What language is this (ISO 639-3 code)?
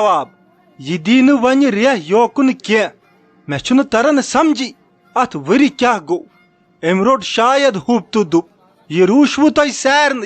kas